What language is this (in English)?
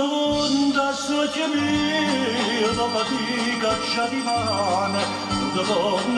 Neapolitan